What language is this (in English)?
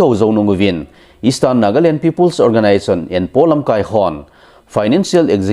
Thado Chin